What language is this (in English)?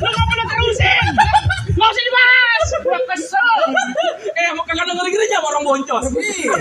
Betawi